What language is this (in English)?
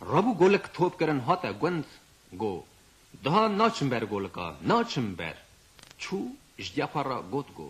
Kurdish